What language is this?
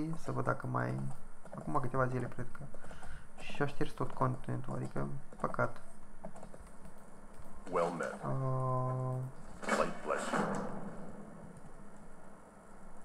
Romanian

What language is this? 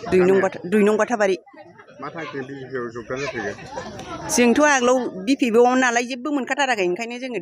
Bodo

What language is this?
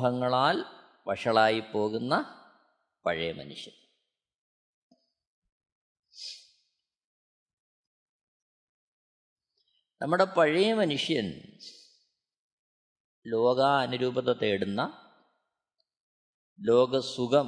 Malayalam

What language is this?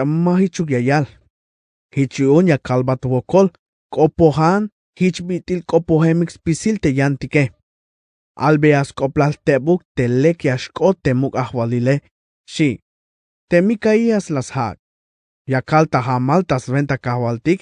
Tzeltal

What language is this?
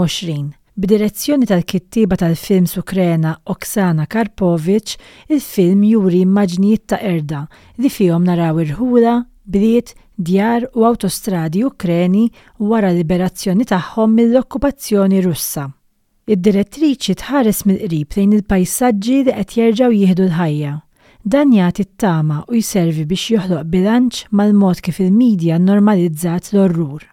Maltese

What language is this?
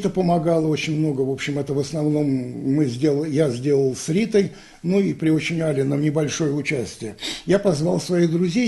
Russian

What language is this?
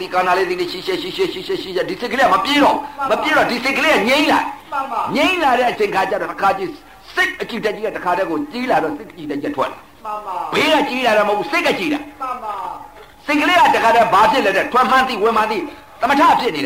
Burmese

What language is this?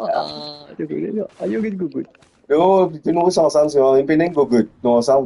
Morisyen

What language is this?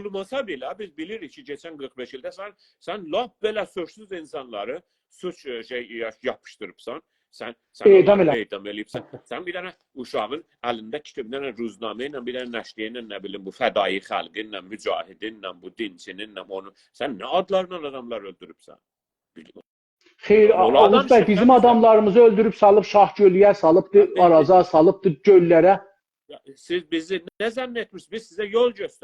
South Azerbaijani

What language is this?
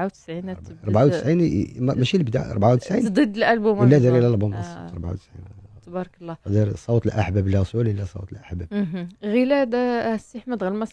Moroccan Arabic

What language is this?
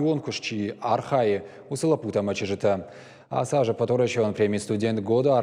Ossetic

